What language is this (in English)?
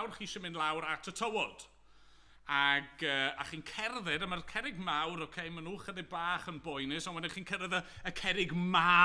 Welsh